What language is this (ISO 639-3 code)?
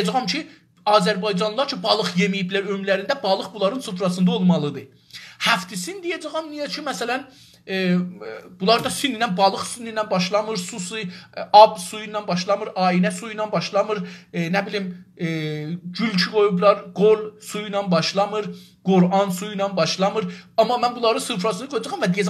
azb